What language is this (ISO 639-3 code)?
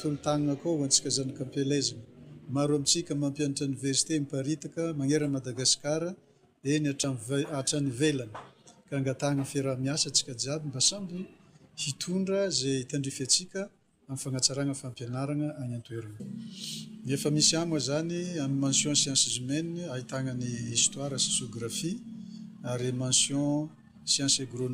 mlg